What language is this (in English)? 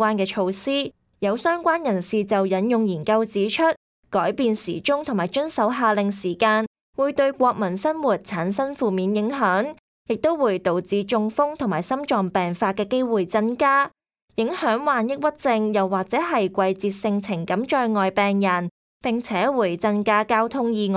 Cantonese